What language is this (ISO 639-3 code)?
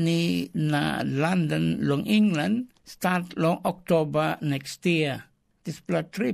tpi